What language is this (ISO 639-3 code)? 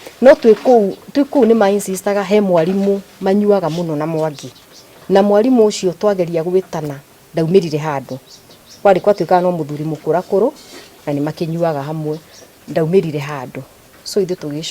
kik